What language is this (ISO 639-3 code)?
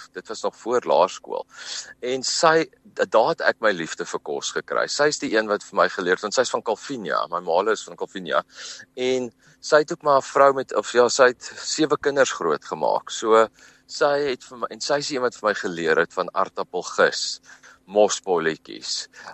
afr